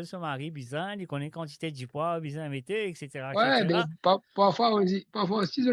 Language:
Morisyen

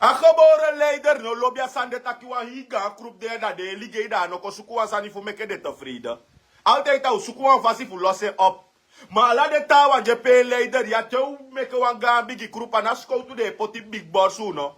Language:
Sranan Tongo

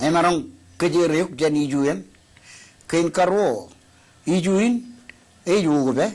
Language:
Marshallese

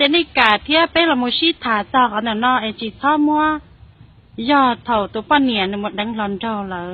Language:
Hmong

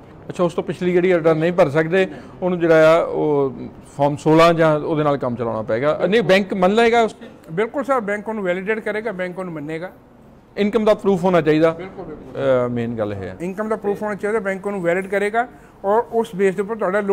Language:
Punjabi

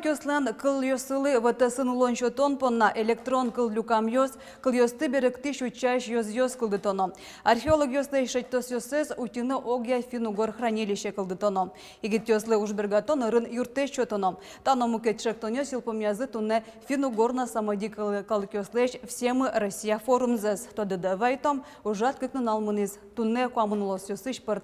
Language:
Udmurt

